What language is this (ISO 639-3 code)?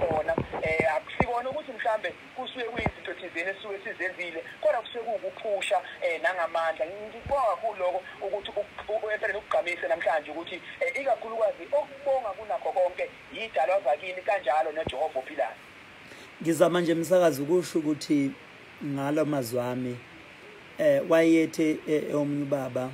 zul